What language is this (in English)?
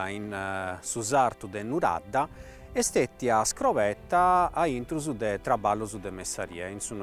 Sardinian